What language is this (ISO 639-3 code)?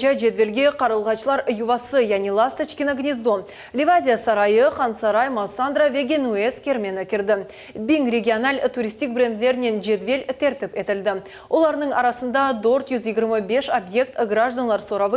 crh